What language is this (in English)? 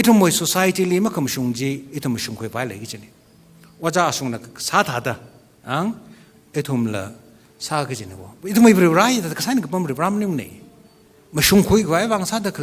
Tangkhul Naga (India)